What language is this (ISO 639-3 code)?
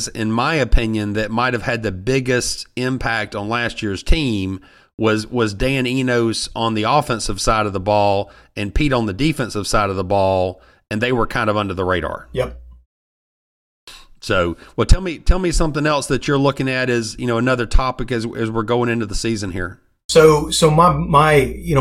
eng